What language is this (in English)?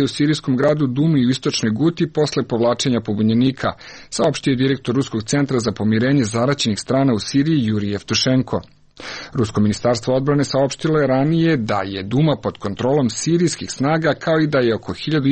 Serbian